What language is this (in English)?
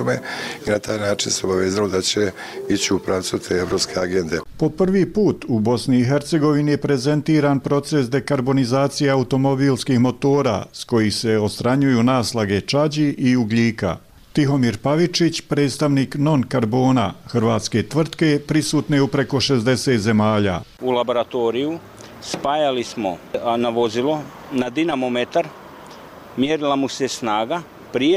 Bosnian